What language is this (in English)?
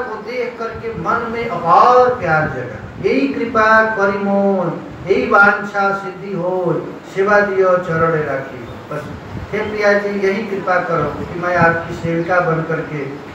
Sanskrit